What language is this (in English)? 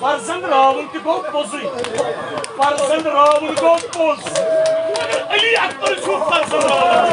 Kashmiri